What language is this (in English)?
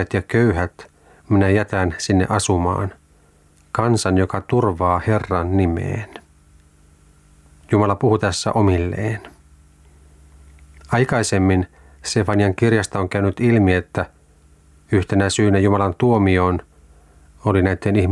Finnish